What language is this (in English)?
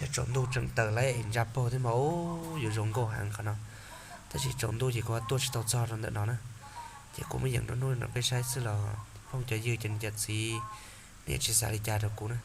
Hmong